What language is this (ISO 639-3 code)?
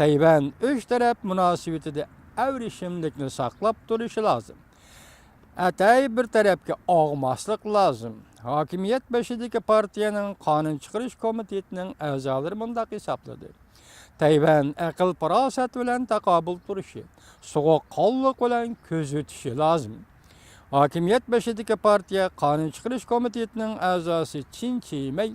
uig